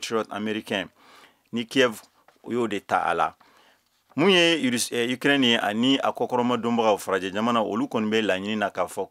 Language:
Bambara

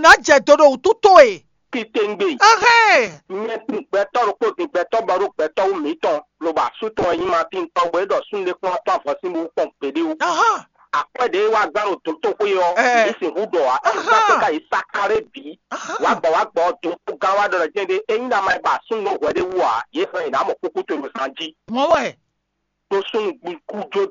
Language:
Fon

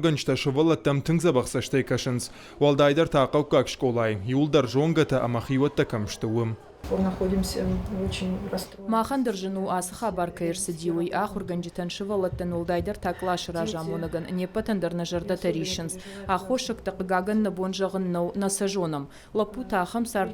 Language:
Ossetic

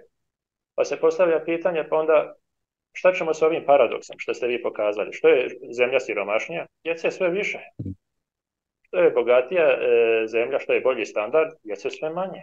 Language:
Croatian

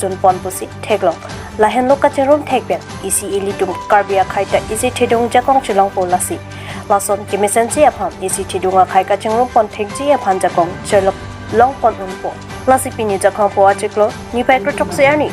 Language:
Karbi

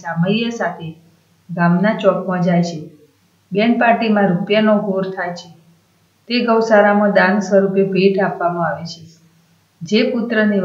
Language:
Gujarati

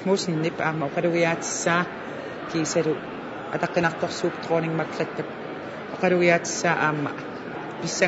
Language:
Kalaallisut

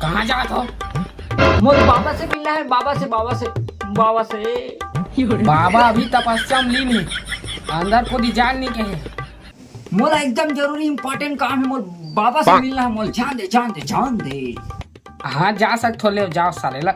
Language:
Chhattisgarhi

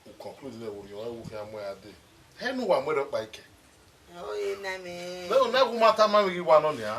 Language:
Bini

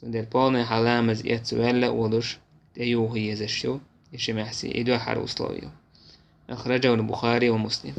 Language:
Chechen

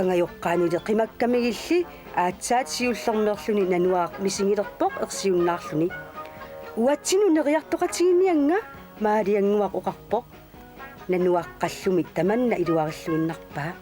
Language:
Kalaallisut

